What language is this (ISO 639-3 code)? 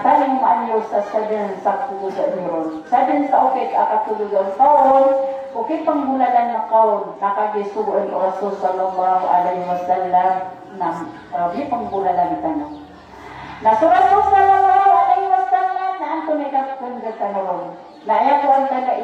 mrw